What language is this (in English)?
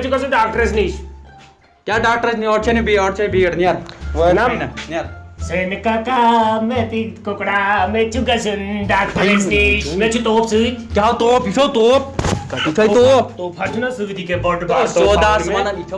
Kashmiri